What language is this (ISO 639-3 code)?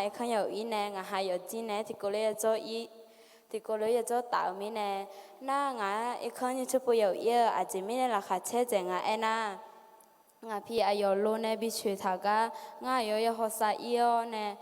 ahk